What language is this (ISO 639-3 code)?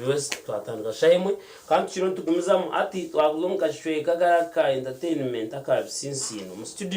nyn